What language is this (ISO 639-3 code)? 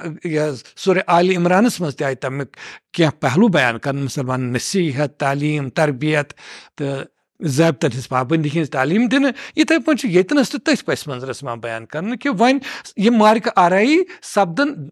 kas